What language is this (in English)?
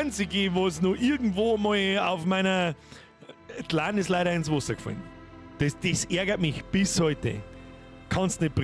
Bavarian